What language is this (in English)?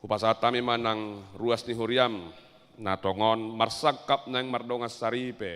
Batak Toba